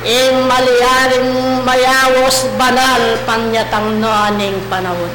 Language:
Pampanga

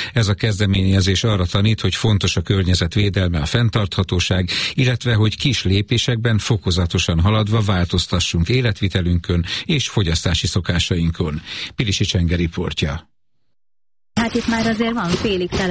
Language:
Hungarian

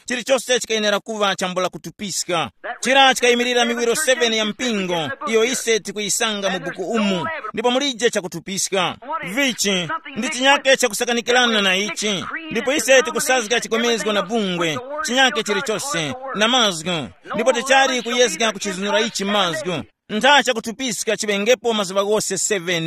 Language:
Tumbuka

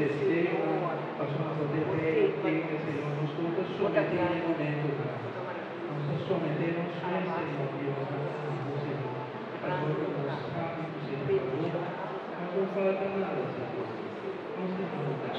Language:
Papiamento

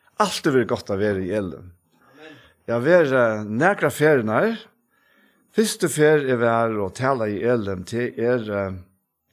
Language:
Faroese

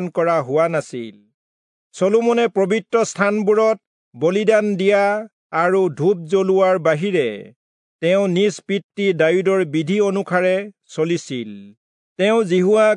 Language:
Assamese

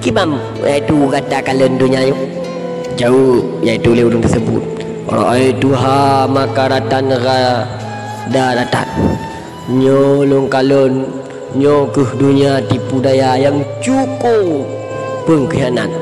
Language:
Achinese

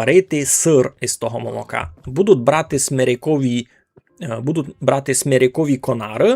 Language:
Rusyn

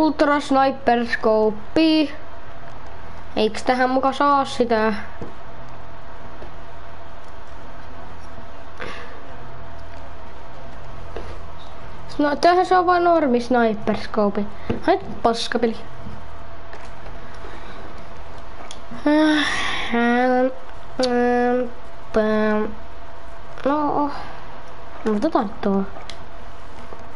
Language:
Finnish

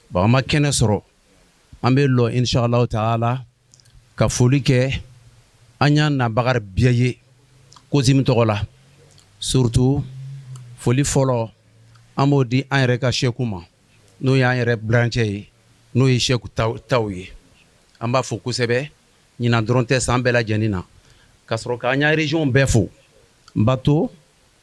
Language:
Bambara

